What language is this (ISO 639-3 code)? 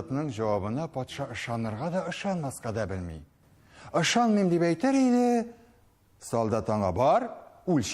tat